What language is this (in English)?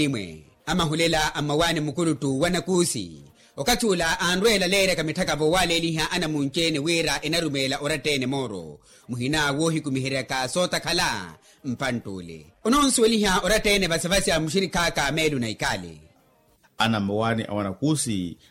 Makhuwa